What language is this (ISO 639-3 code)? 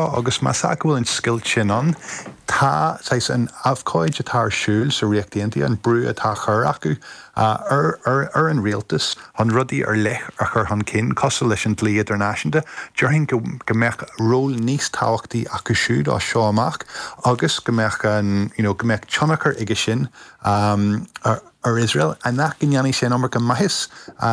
gle